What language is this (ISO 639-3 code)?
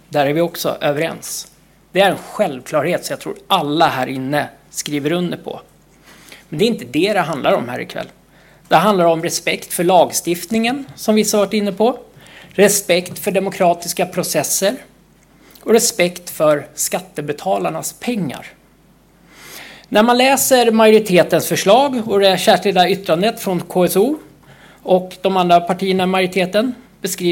swe